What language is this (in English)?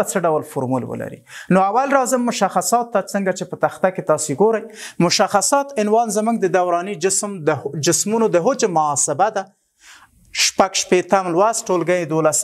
Pashto